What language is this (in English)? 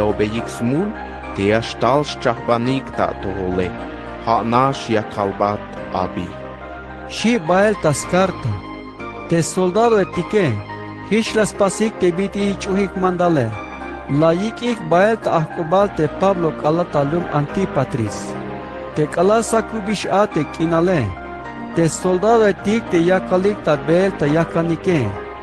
Tzeltal